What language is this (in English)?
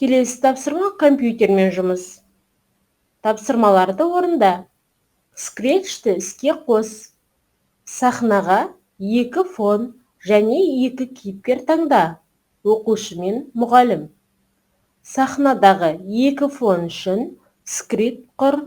Kazakh